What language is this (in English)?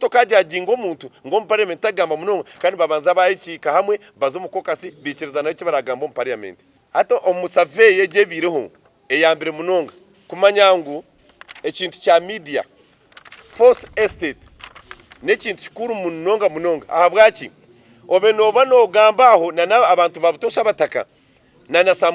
Nyankole